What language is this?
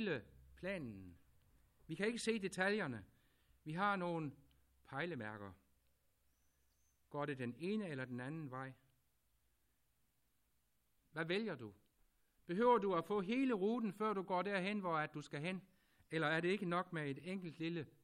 Danish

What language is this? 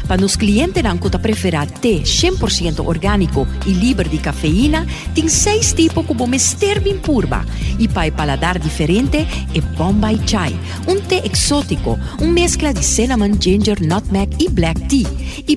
Papiamento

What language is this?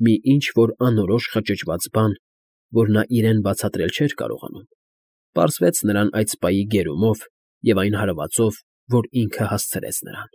Armenian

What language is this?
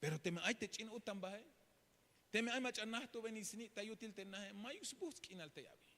Tzeltal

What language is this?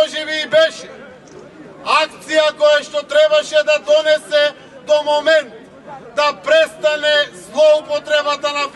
Macedonian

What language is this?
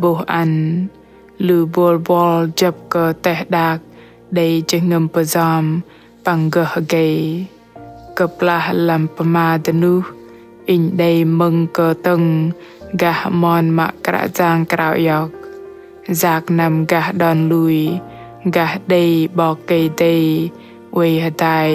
Bahnar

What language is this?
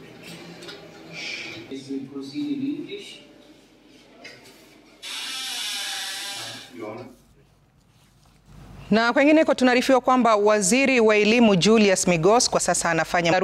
Swahili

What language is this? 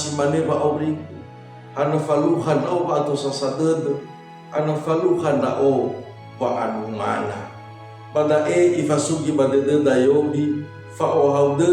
Nias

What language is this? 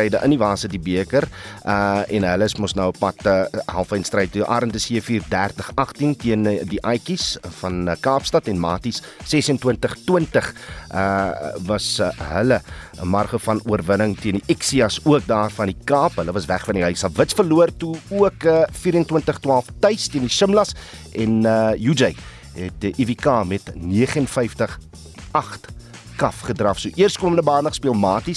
Afrikaans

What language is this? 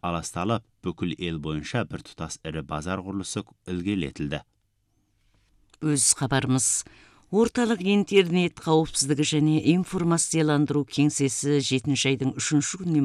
Kazakh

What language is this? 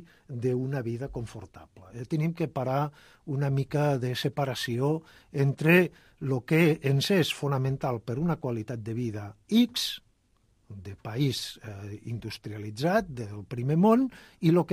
Catalan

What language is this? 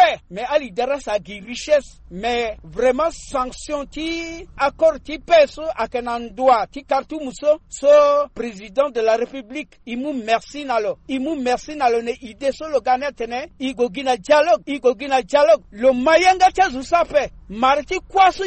Sango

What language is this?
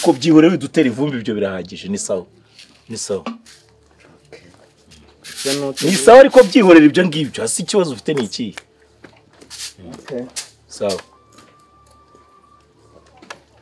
Kinyarwanda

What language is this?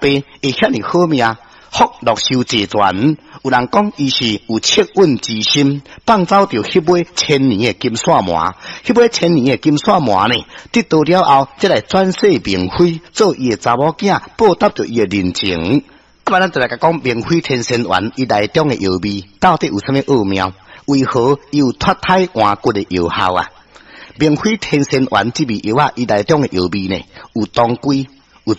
Min Nan Chinese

